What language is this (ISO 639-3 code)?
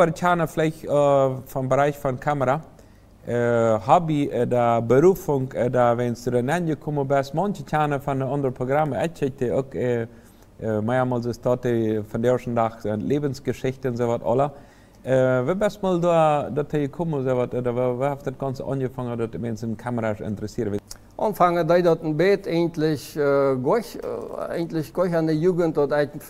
pdt